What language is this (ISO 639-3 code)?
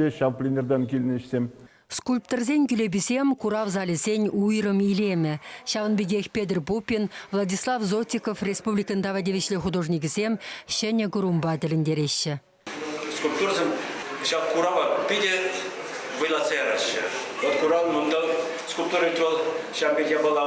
chv